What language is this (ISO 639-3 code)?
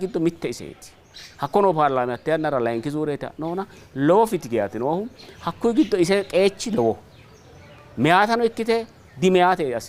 sid